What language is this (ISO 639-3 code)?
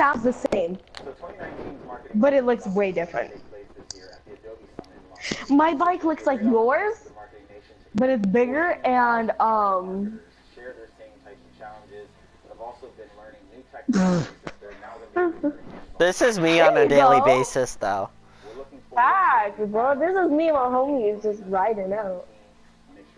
eng